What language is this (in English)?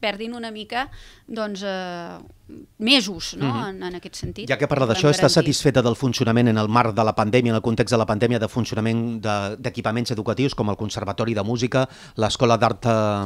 Catalan